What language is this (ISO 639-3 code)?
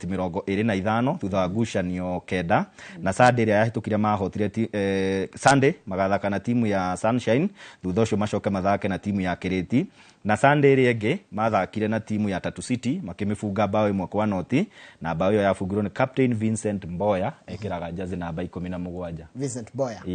kik